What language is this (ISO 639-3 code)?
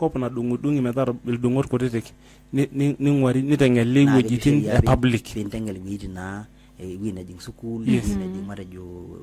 mas